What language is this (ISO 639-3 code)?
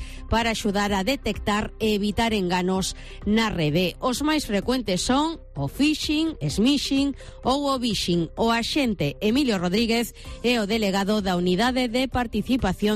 glg